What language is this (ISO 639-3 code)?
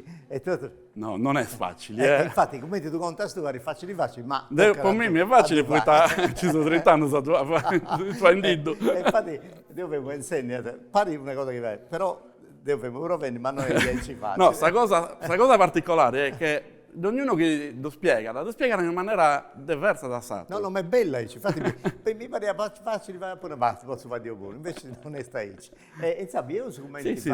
srd